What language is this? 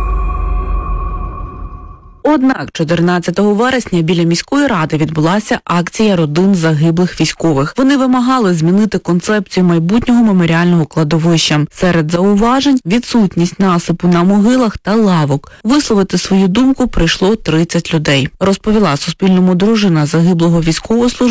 Ukrainian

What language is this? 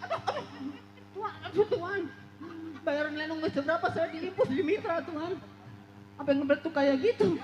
Betawi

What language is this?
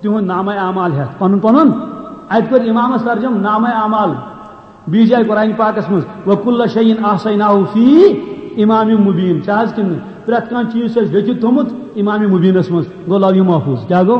Kashmiri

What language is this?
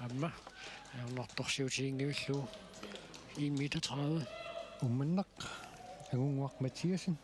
Kalaallisut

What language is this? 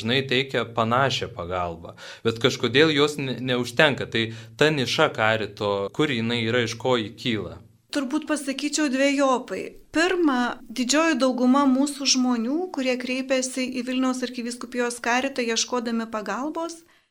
Lithuanian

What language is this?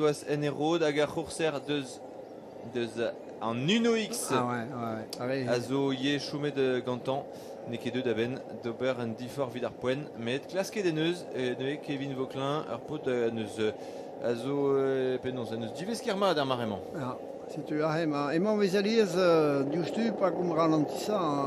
Breton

